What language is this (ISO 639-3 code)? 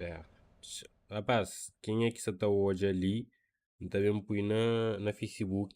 kea